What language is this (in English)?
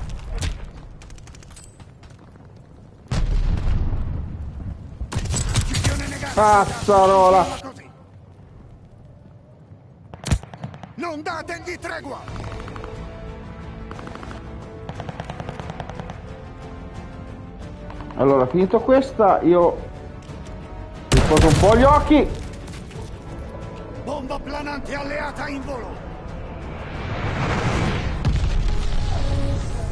Italian